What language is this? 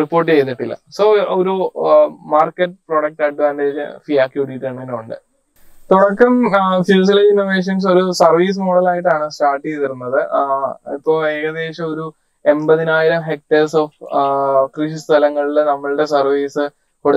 Malayalam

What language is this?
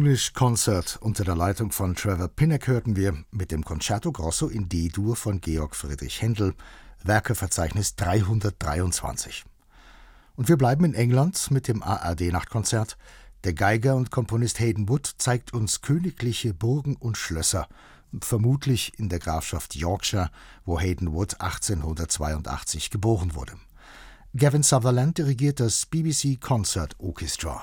German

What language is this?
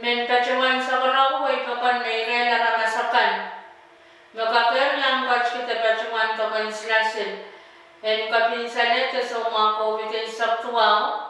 Pohnpeian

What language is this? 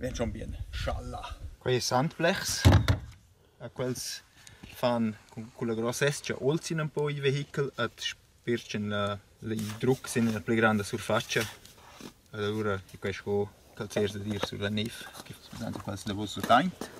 Romansh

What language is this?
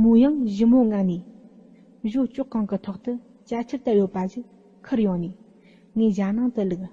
Tibetan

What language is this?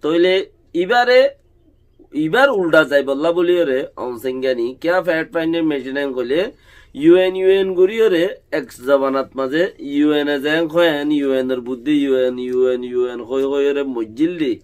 Rohingya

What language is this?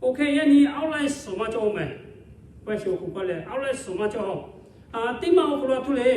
Lahu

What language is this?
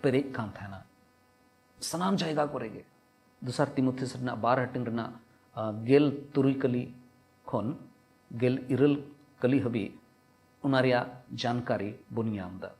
Santali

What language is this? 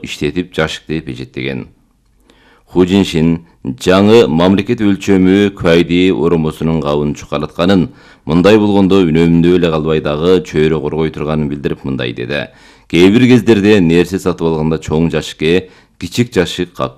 Kyrgyz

